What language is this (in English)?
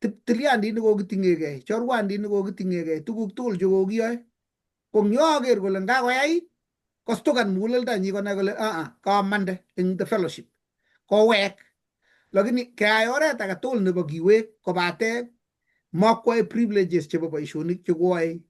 Kalenjin